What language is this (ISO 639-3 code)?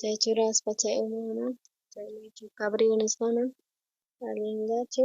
quh